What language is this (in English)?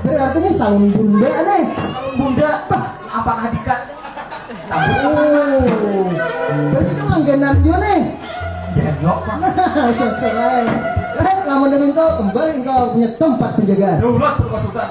Banjar